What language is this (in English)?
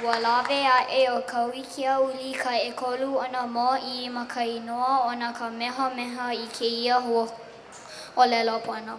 Hawaiian